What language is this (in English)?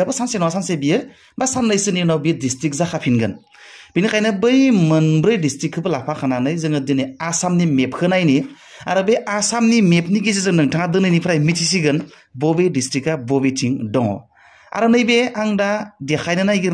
Bodo